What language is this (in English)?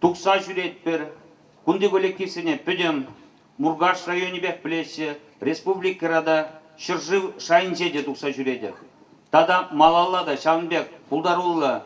Chuvash